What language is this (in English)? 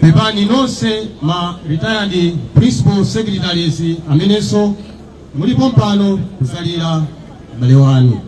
Nyanja